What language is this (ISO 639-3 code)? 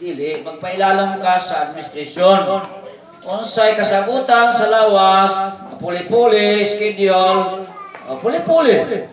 ceb